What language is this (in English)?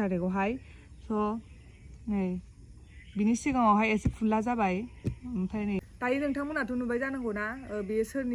Bodo